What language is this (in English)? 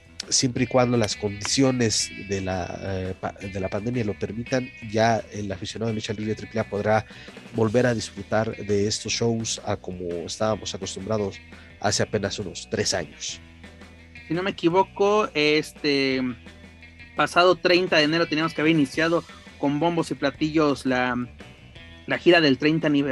Spanish